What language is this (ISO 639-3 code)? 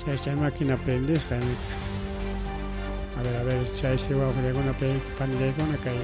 quy